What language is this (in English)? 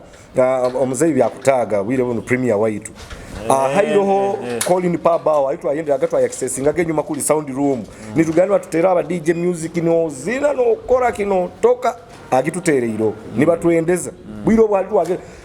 Nyoro